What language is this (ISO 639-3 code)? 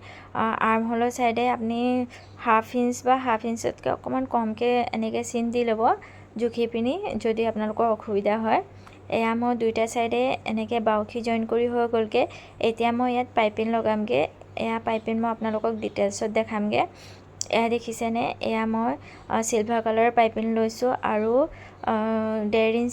asm